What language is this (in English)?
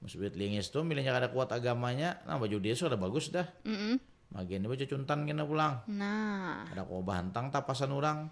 Banjar